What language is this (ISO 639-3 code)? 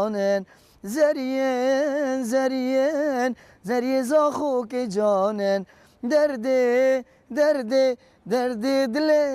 kur